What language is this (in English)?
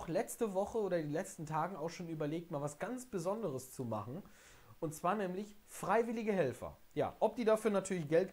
German